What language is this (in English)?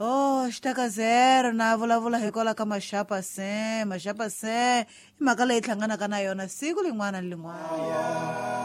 Tsonga